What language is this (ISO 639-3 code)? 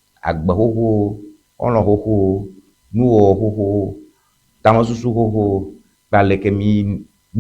ewe